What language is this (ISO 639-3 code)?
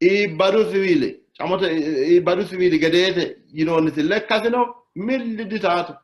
sid